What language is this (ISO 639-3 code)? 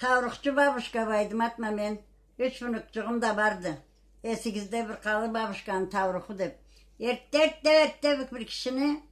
krc